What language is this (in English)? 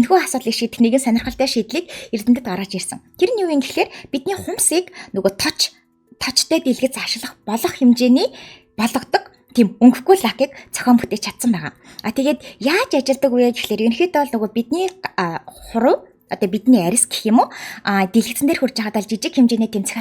Mongolian